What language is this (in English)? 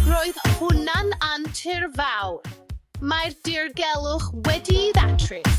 Welsh